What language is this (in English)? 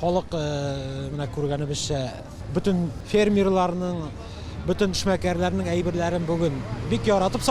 Tatar